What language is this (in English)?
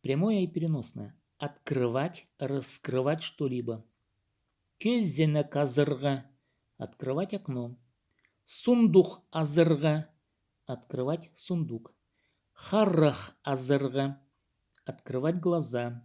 Khakas